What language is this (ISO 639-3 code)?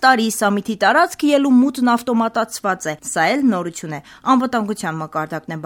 hye